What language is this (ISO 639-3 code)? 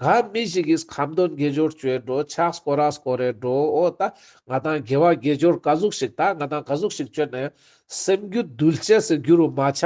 lbj